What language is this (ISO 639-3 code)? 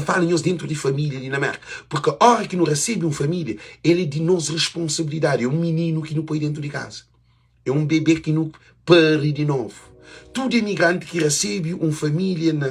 kea